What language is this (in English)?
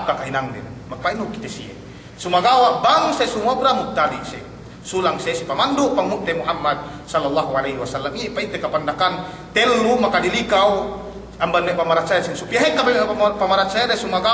Yakan